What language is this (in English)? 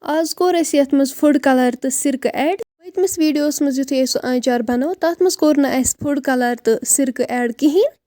Kashmiri